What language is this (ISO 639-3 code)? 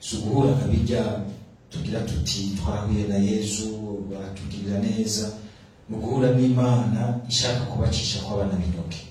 run